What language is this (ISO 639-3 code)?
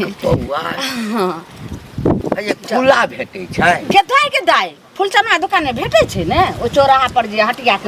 mai